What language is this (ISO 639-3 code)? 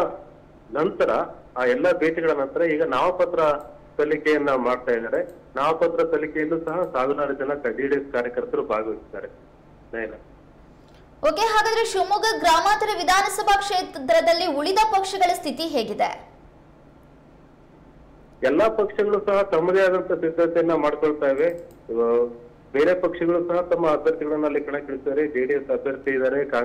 kan